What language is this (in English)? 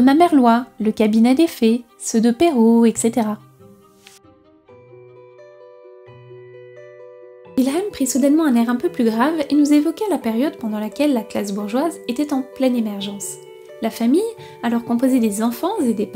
French